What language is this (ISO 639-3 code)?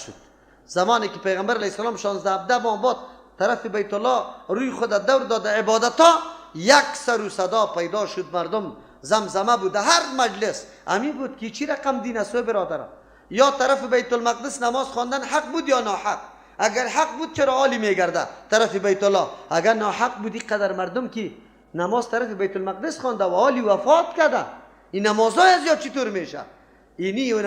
fas